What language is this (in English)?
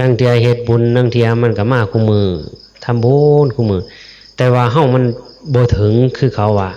Northeastern Thai